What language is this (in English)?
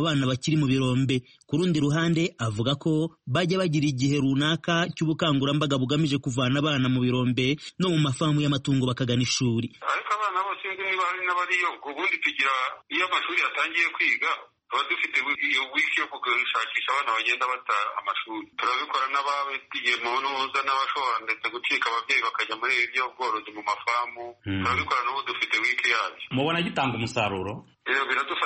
Kinyarwanda